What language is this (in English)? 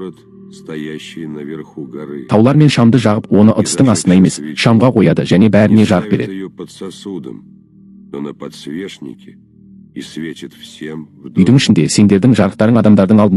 Kazakh